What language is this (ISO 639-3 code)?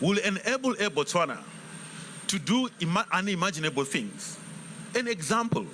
tsn